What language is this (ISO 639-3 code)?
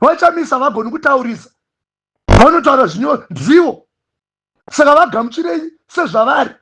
sna